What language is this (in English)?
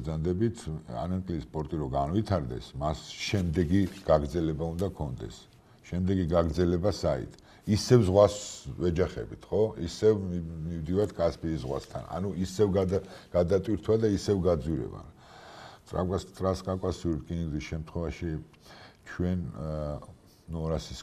Georgian